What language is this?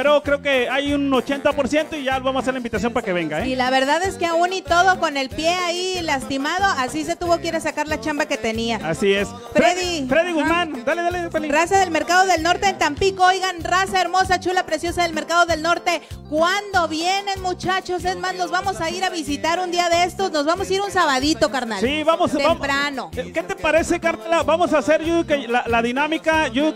Spanish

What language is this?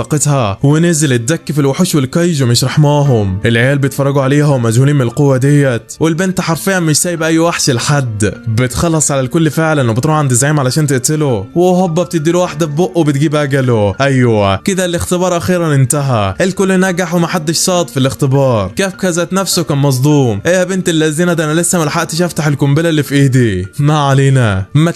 Egyptian Arabic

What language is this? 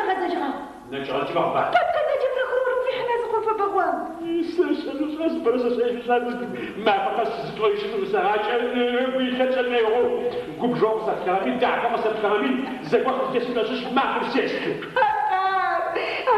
Adyghe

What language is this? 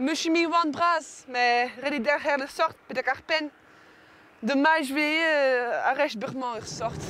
Breton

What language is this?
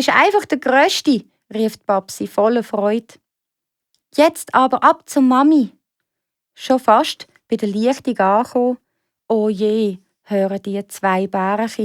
Swiss German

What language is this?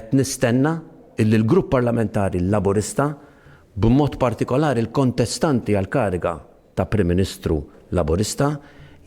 Maltese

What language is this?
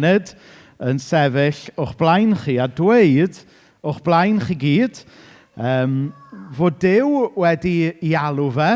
Welsh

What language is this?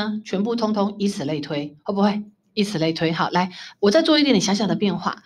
Chinese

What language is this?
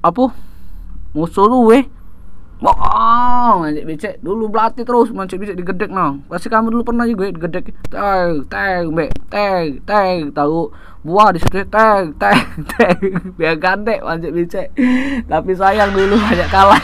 Musi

